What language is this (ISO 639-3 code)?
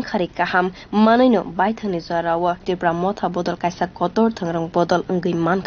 trp